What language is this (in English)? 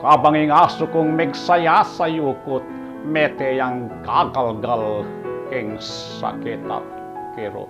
Pampanga